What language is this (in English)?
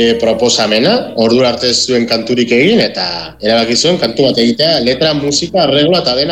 Basque